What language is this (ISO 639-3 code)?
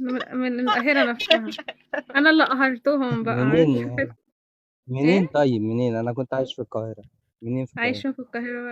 arz